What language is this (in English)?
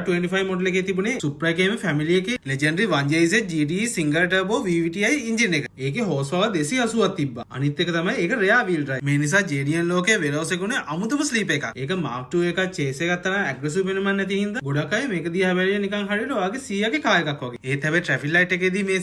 Sinhala